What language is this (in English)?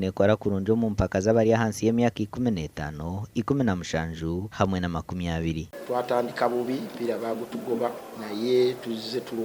Nyankole